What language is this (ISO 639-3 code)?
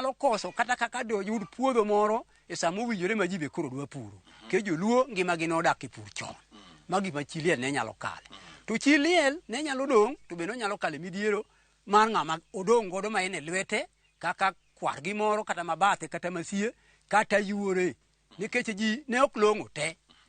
luo